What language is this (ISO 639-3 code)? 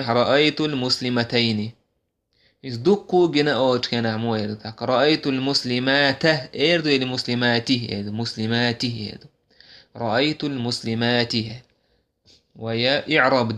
che